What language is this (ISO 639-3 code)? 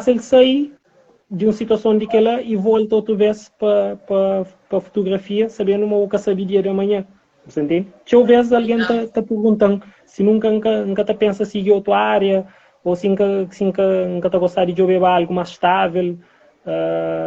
kea